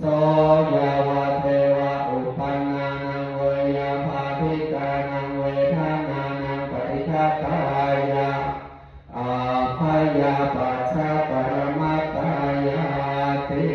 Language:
Pali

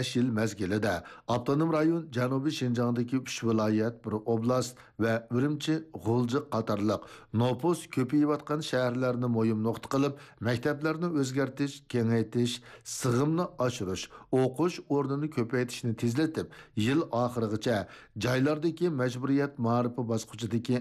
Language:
Uyghur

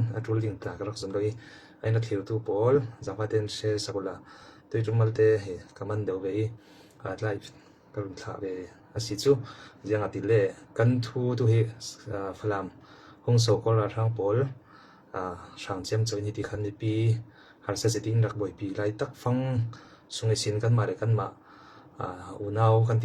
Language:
Falam Chin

